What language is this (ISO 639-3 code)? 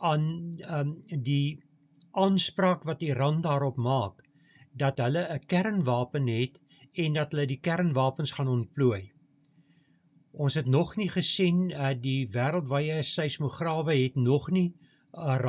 afr